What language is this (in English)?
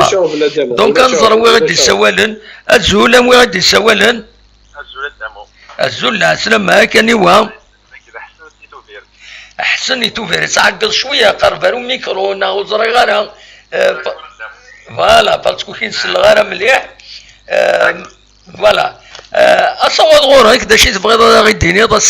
Kabyle